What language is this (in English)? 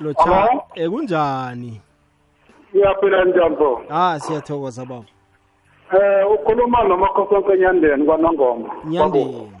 South Ndebele